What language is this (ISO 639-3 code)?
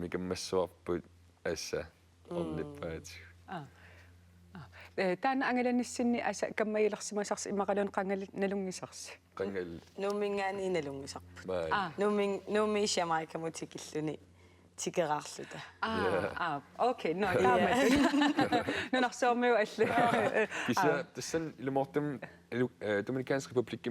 kal